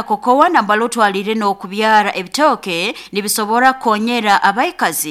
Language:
Nyoro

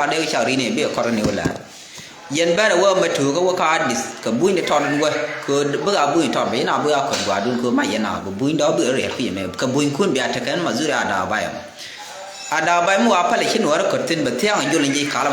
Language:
Nuer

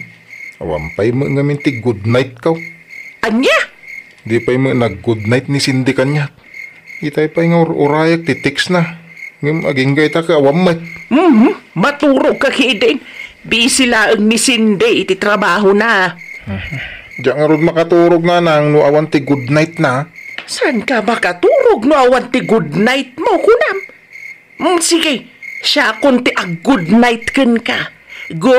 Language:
Iloko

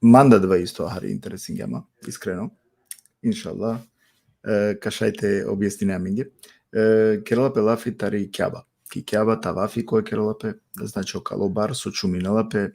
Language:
Balkan Romani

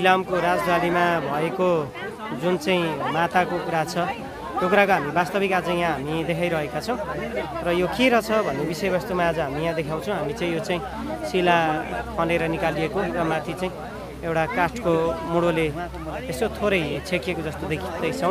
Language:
Nepali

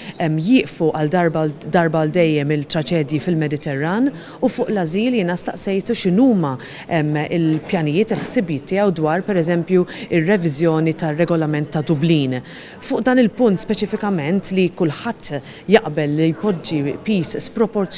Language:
Maltese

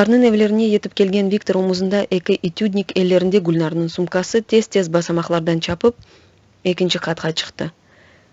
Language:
Crimean Tatar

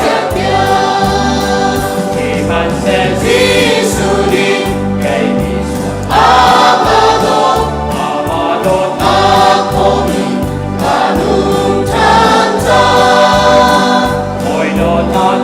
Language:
Hakha Chin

